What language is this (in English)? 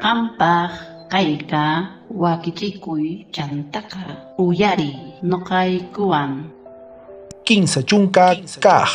South Bolivian Quechua